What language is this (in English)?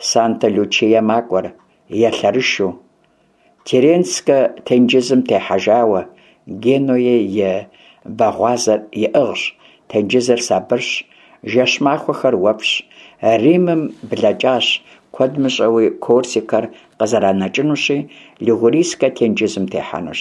Kabardian